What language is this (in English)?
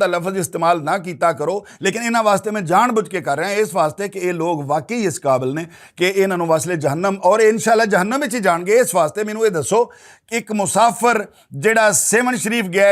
Western Panjabi